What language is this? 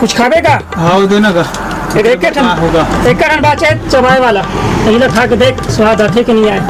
Chhattisgarhi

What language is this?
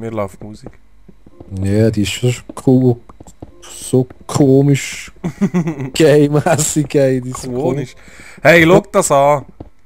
Swiss German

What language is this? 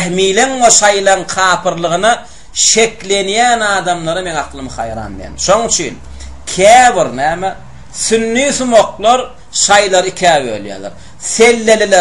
Turkmen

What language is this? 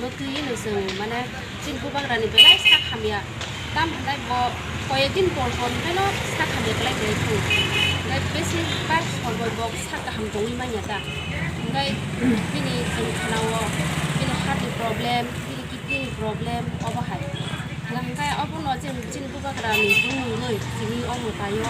Kok Borok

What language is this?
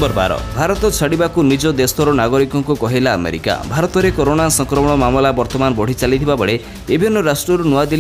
Odia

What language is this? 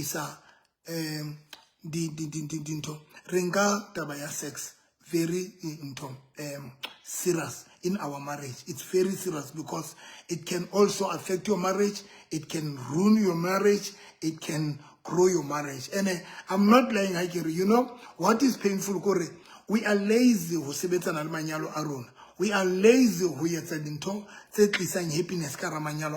Southern Sotho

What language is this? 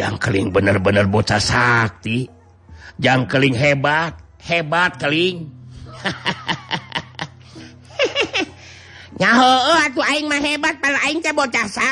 Sundanese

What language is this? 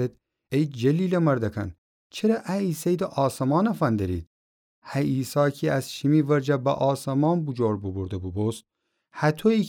Gilaki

